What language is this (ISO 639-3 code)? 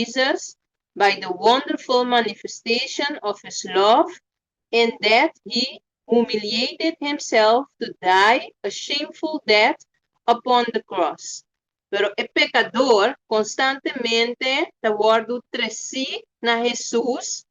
pap